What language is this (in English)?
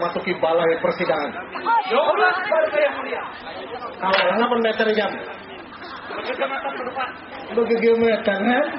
Banjar